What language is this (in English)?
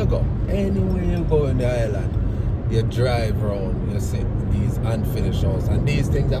Jamaican Creole English